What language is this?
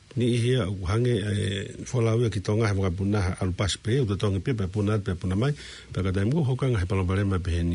Tongan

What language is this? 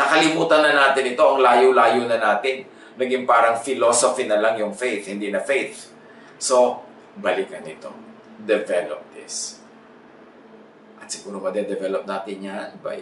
Filipino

